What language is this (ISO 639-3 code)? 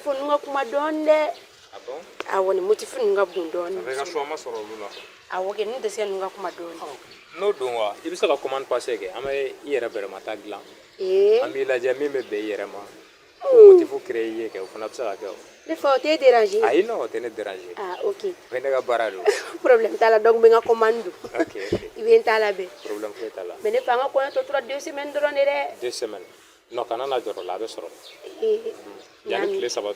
bam